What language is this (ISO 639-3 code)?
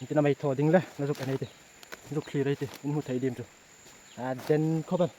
hmr